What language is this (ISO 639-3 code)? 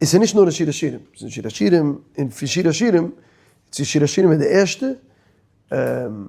yid